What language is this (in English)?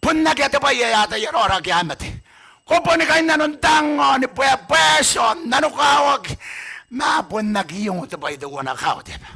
Gilbertese